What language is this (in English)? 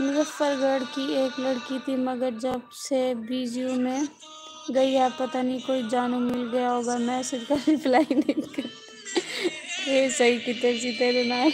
Saraiki